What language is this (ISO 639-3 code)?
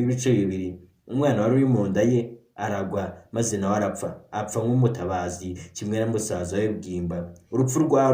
kin